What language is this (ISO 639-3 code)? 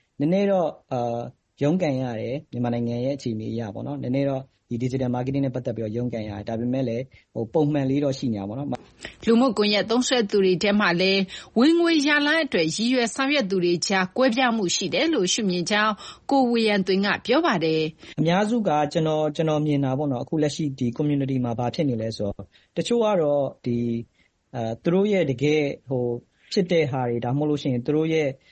mya